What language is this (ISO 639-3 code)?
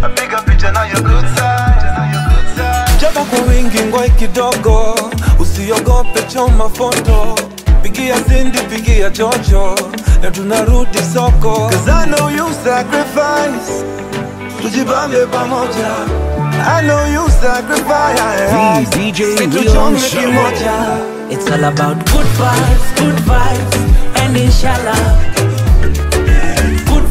swa